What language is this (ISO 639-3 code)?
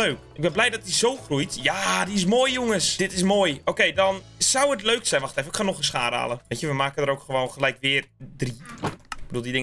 nld